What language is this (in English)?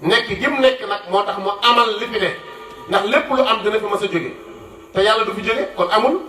Wolof